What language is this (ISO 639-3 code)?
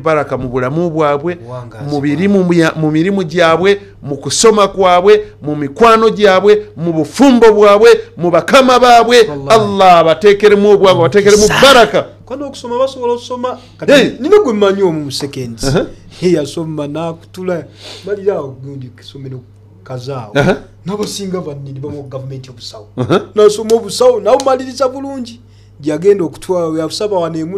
lug